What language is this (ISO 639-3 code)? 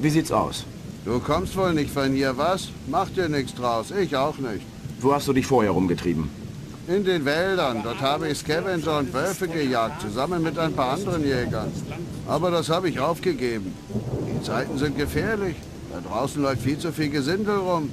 bar